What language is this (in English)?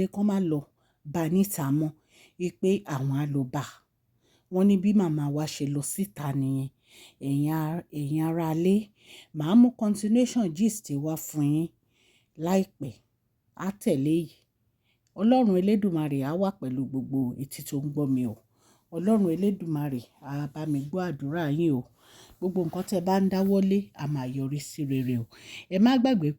Yoruba